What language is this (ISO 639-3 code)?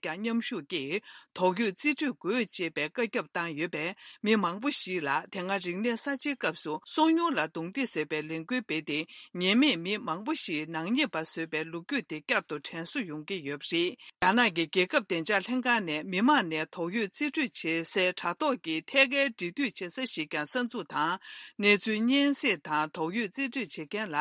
bod